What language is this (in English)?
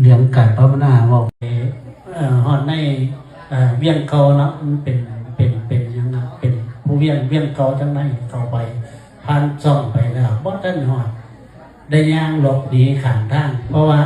Northeastern Thai